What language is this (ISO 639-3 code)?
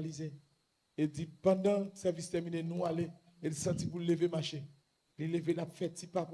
hat